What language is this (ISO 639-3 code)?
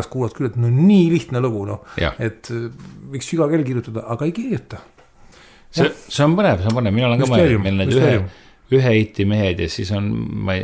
est